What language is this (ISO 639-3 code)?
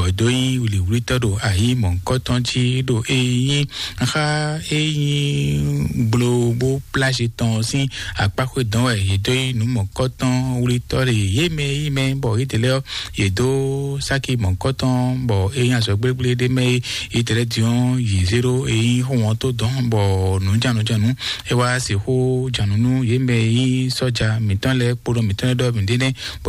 fon